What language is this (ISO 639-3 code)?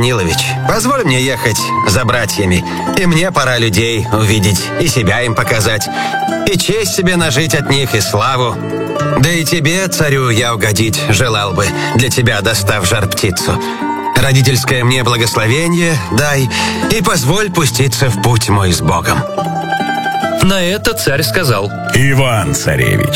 rus